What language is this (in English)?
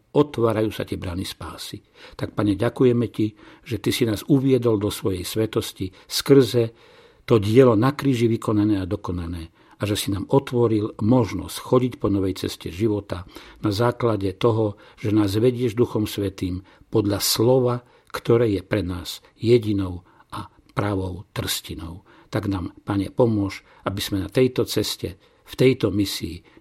Slovak